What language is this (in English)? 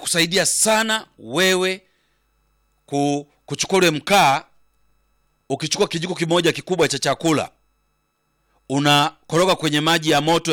Swahili